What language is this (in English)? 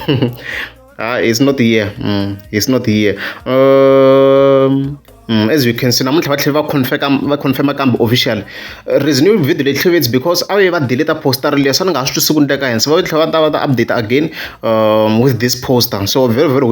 Tsonga